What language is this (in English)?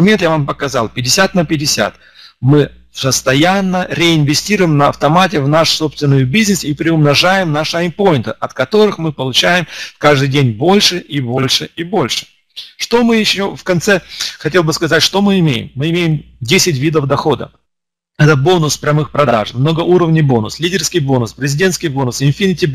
Russian